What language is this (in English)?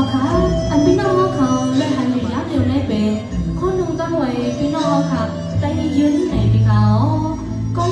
Shan